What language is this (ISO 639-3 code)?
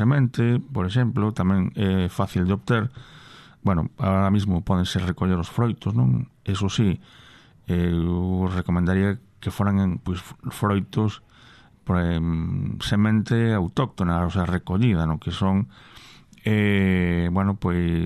glg